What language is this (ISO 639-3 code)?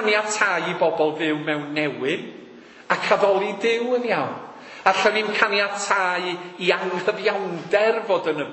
cym